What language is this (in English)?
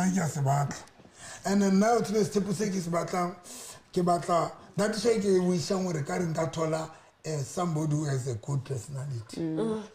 Southern Sotho